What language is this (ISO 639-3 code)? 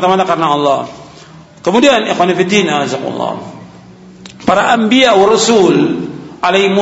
ind